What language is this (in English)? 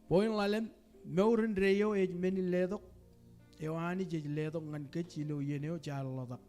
Marshallese